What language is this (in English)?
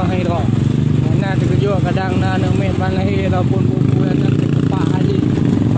Achinese